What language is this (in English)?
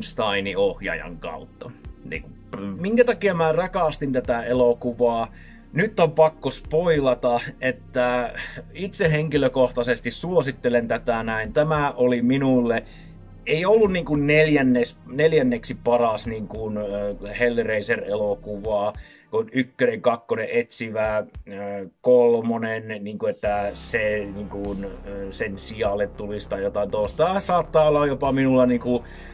Finnish